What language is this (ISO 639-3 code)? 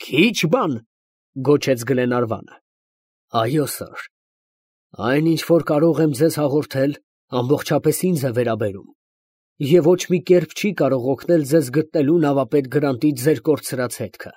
hye